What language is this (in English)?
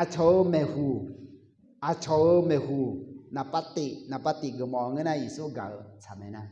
Akha